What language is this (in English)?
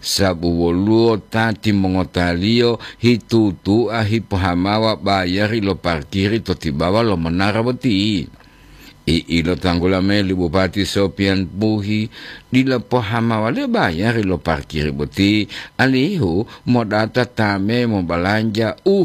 Gorontalo